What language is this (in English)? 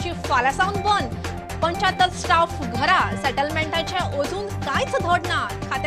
Konkani